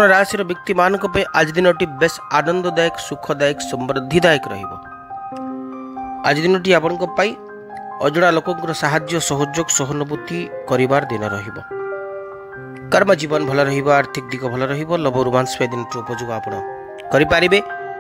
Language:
Odia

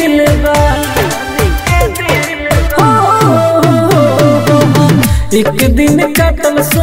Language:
Bhojpuri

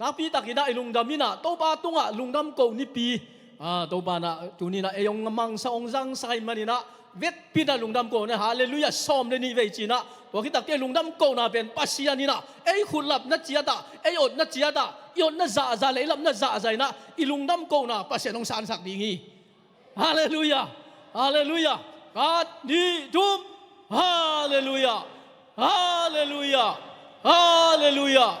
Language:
Tedim Chin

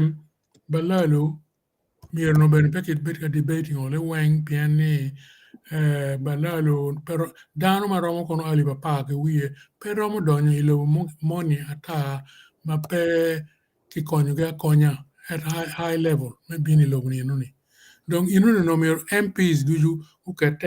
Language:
Acoli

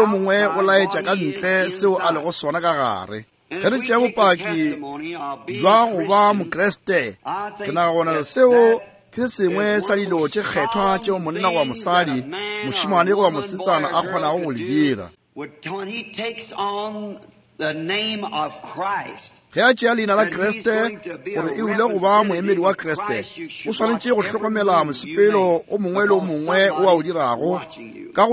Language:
Northern Sotho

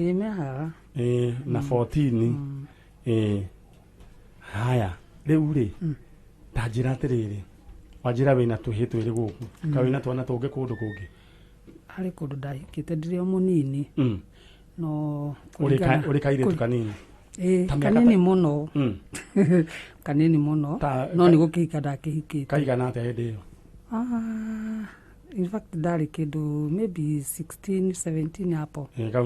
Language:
Kikuyu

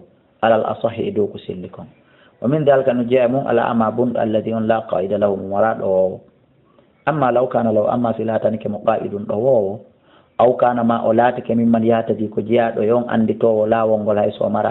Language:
Fula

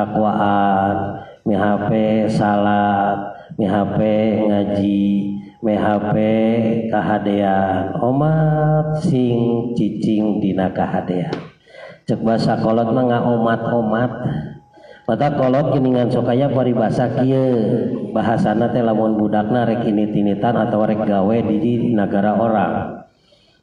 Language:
Sundanese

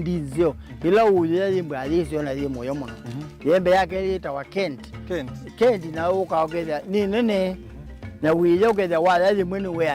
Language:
Kamba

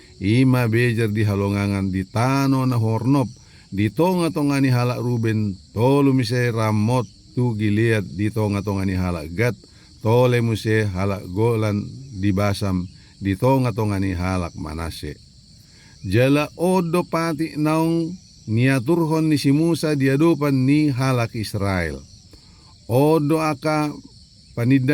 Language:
Batak Toba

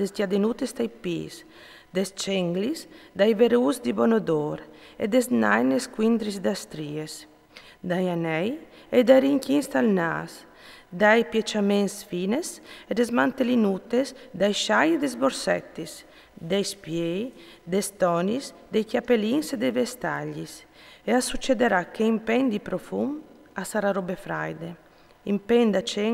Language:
Friulian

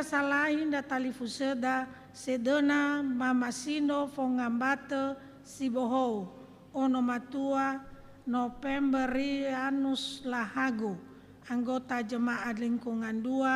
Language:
Nias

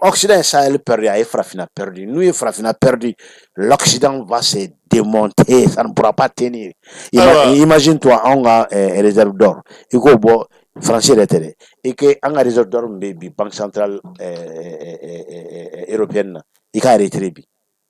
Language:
Bambara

